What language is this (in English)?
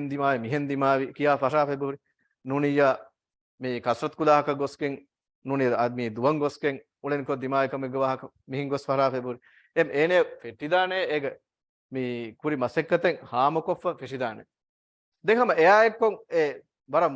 Divehi